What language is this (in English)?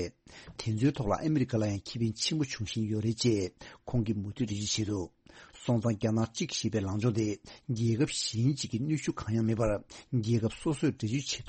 Tibetan